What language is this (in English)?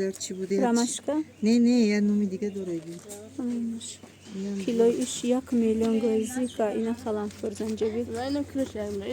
Tajik